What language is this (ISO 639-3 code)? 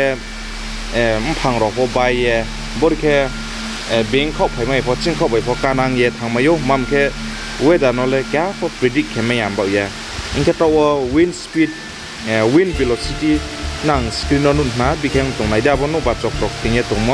ria